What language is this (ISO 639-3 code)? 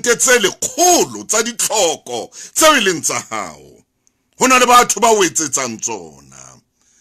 sot